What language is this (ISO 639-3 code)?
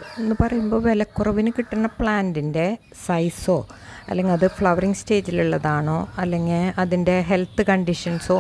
mal